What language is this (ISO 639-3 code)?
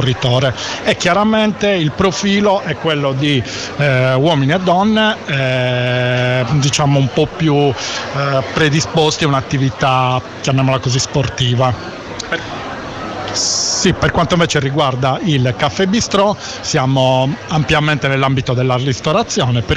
ita